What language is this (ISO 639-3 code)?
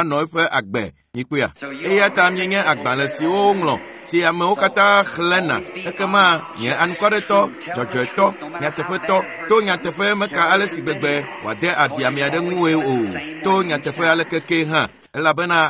ewe